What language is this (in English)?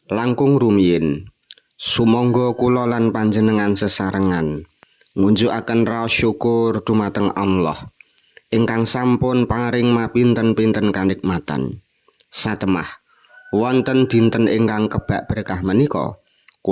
Javanese